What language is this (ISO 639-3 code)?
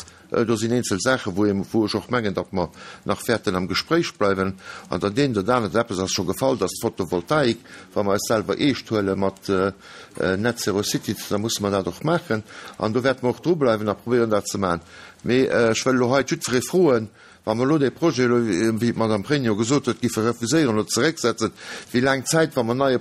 ltz